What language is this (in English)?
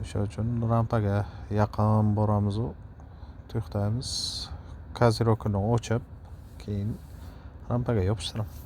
Uzbek